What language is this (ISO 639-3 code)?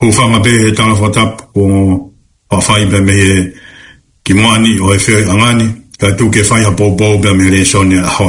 ton